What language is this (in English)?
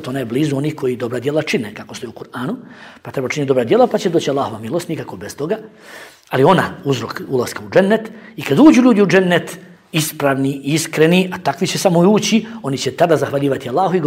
Bosnian